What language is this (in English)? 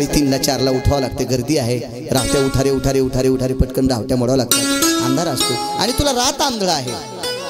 Marathi